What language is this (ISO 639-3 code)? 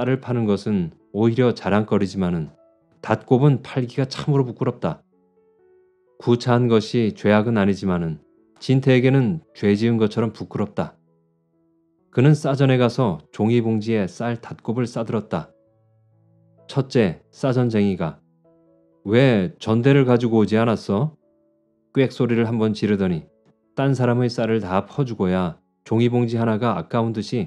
kor